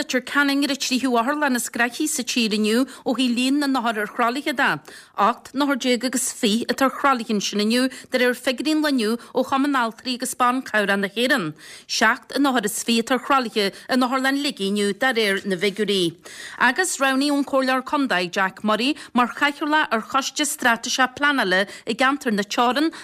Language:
Irish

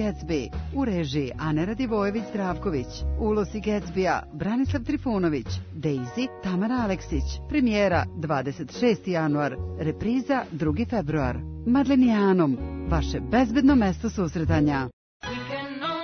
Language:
Serbian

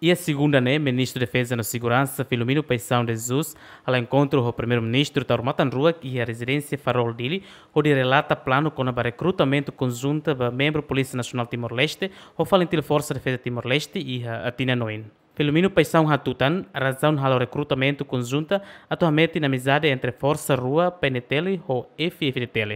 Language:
Tetum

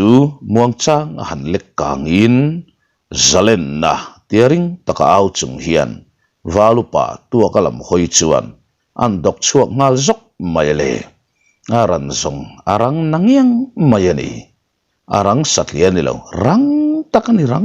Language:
Mizo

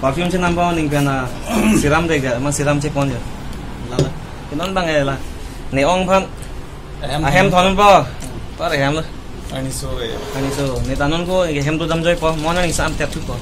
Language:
Karbi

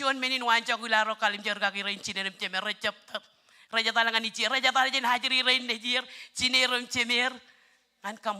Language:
Marshallese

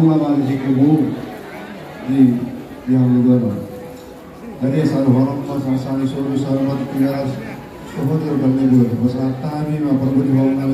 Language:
Batak Toba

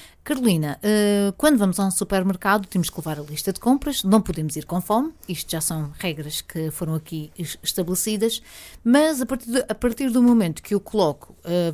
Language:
Portuguese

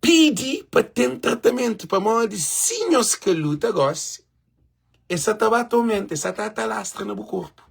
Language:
Kabuverdianu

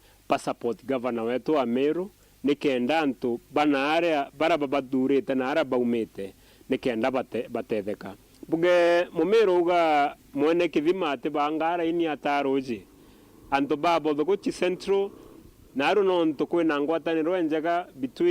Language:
Meru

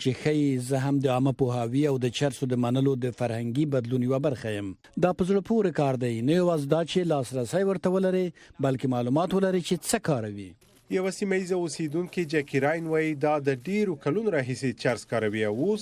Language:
Pashto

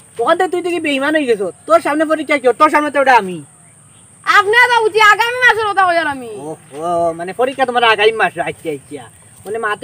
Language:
Sylheti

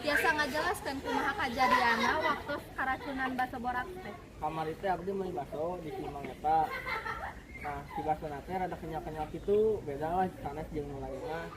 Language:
Sundanese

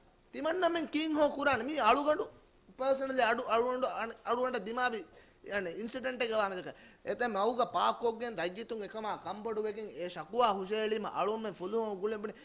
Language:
Divehi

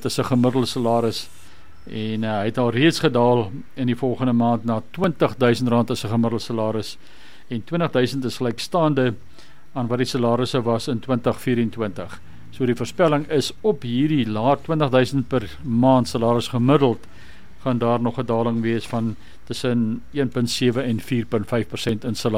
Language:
Afrikaans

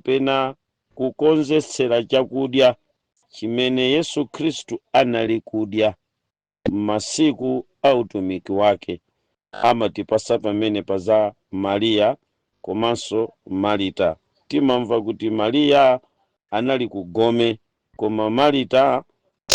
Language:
Nyanja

